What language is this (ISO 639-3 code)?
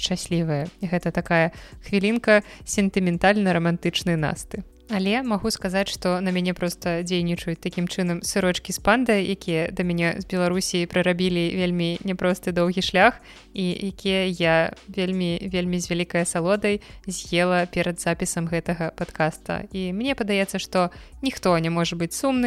bel